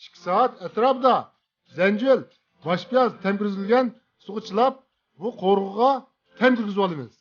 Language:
Uyghur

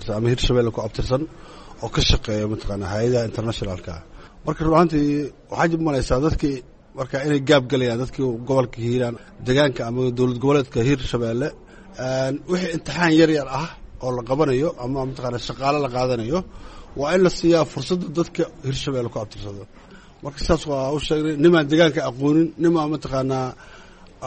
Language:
Somali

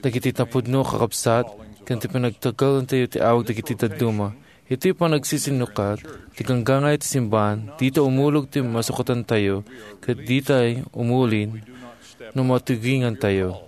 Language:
Iloko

